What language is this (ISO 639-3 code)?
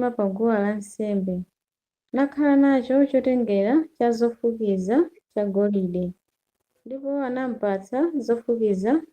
nya